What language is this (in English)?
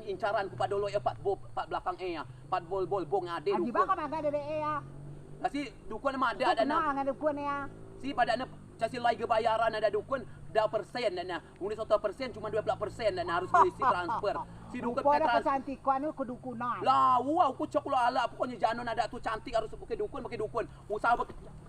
Rejang